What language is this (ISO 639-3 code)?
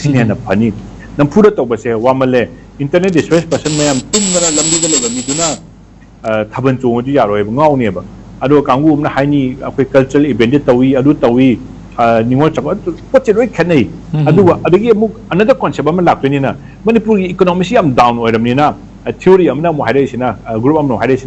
mni